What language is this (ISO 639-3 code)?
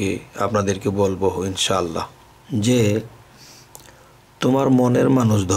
ben